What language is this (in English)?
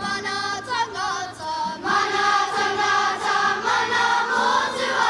Māori